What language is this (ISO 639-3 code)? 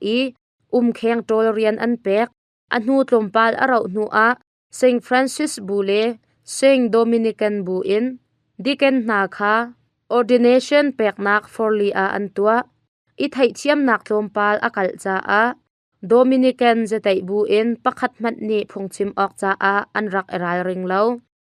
cnh